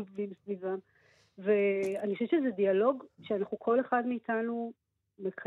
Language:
Hebrew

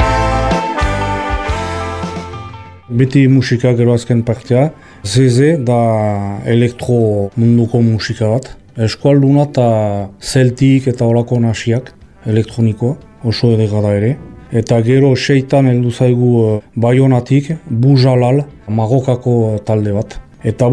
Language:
Basque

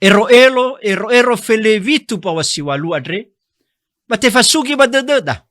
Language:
Nias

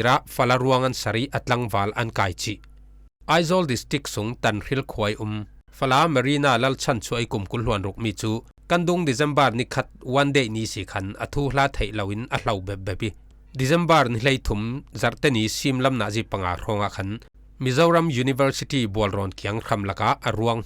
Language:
Falam Chin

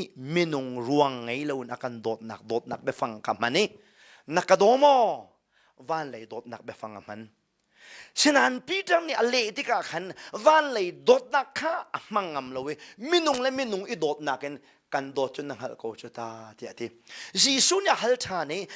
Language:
Hakha Chin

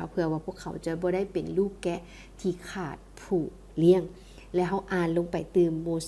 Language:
Lao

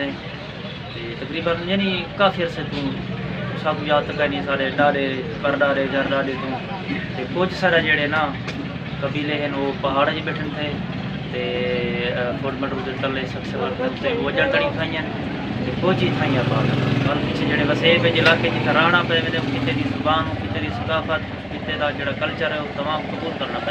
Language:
Saraiki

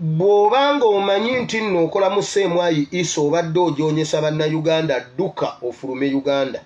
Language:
Ganda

